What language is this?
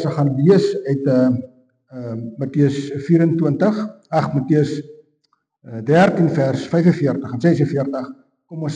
Afrikaans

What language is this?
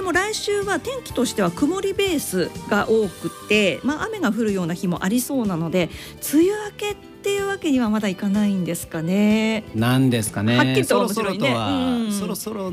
Japanese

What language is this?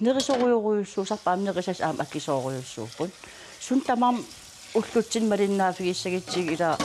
Kalaallisut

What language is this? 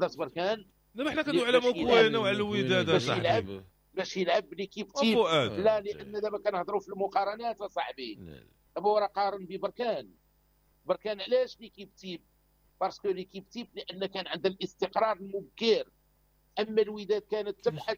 Moroccan Arabic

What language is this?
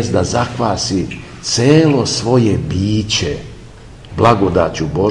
Serbian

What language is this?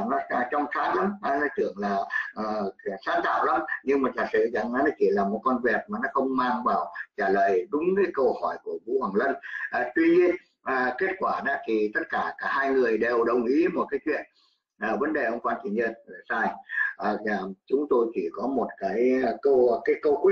Vietnamese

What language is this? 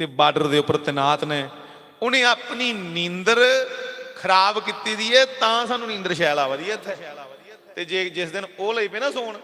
Dogri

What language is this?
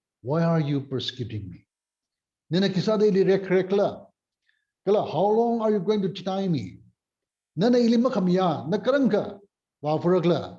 Tangkhul Naga (India)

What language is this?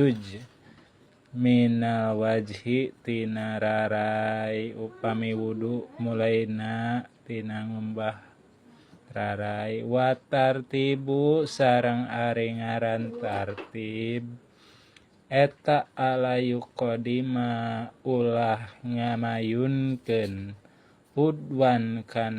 Sundanese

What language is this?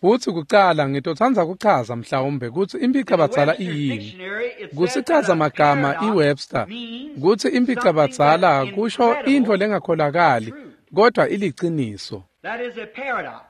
Swati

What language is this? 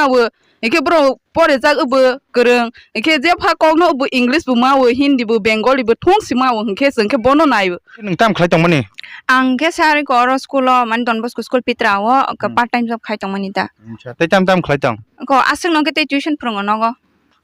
Kok Borok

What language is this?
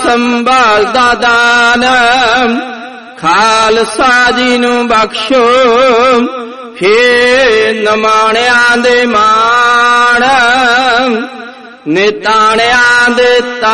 Punjabi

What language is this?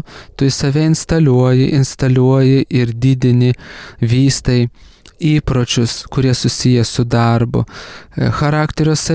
Lithuanian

